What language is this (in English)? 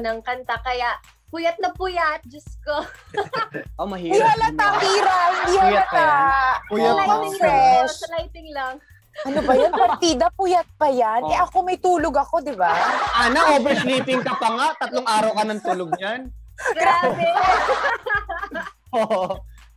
Filipino